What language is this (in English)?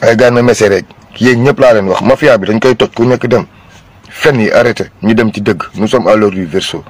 Wolof